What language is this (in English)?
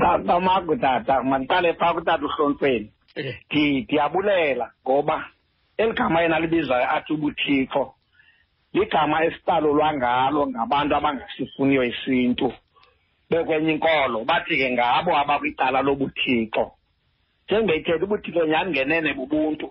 Xhosa